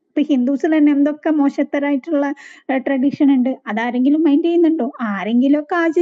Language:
Malayalam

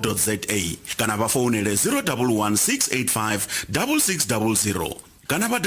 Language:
Venda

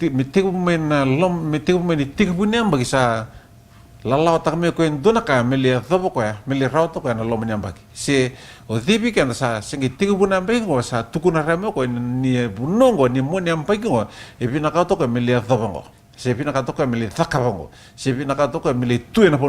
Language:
Fijian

